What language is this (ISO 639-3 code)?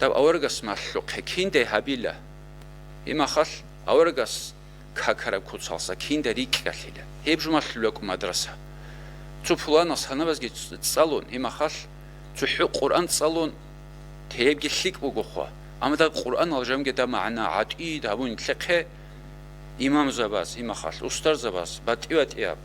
ava